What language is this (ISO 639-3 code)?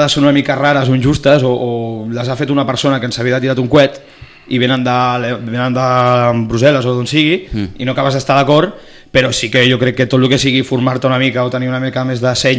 cat